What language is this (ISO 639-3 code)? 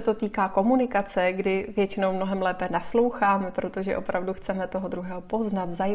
ces